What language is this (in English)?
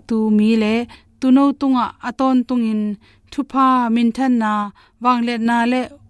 Tedim Chin